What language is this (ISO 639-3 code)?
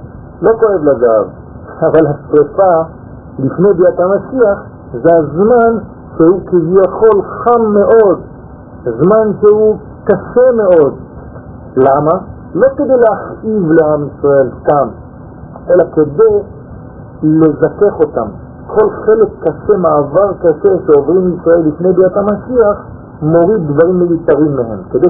heb